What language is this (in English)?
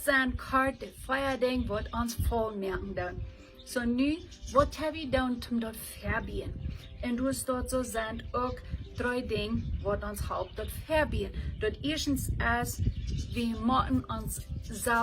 Plautdietsch